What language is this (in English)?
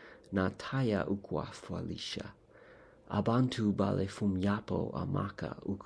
Bemba